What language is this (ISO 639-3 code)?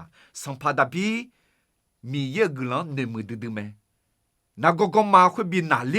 ahk